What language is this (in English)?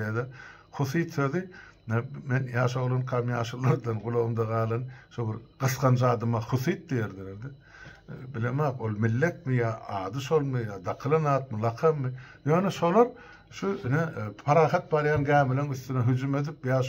Turkmen